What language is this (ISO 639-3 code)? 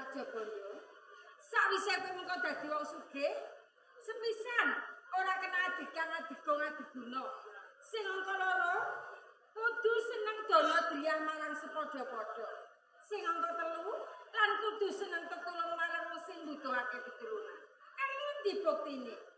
jav